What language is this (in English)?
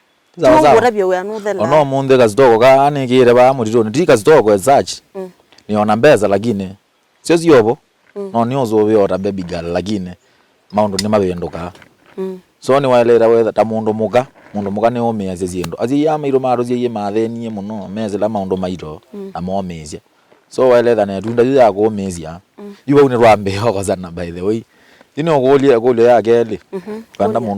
Kamba